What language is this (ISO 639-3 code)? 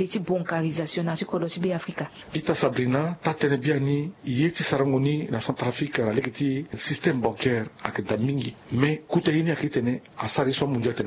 sag